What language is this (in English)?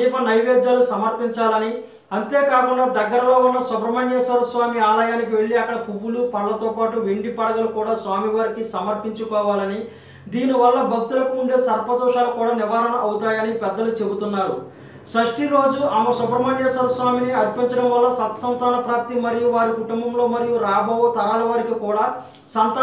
Telugu